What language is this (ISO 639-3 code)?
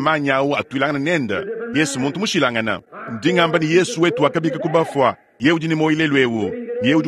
lua